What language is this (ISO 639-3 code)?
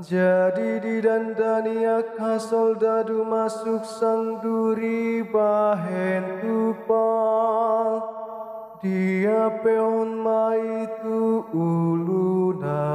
bbc